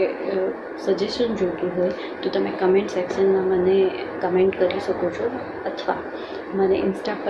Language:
Gujarati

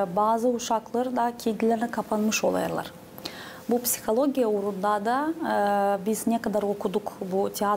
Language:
Gagauz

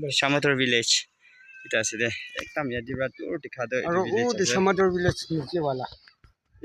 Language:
Naga Pidgin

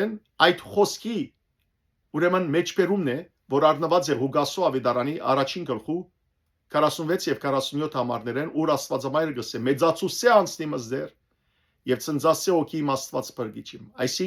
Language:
Western Armenian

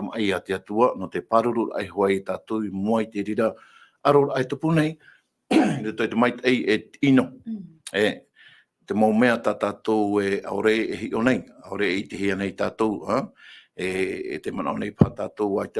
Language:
Tahitian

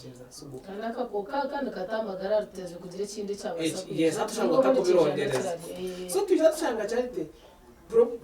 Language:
Nyankole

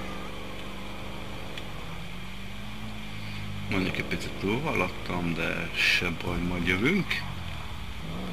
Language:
Hungarian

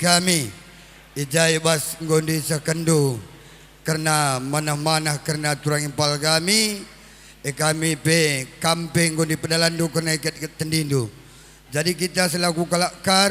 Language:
Batak Karo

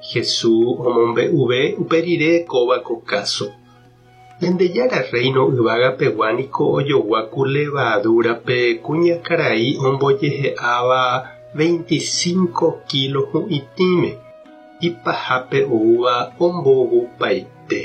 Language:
Guarani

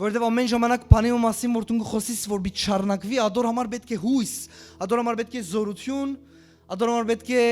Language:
Western Armenian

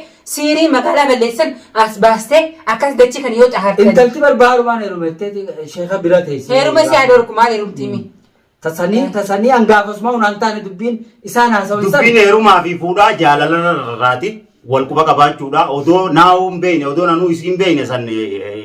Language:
Oromo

